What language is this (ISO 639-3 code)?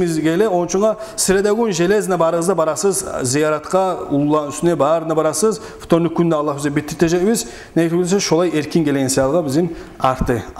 kum